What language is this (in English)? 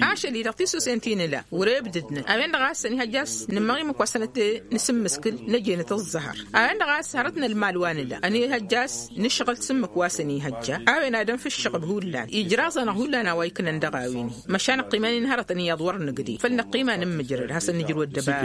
Tamasheq